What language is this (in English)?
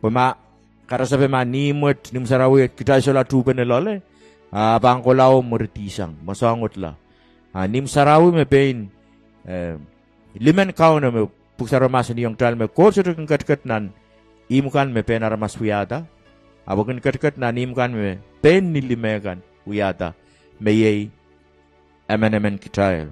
Pohnpeian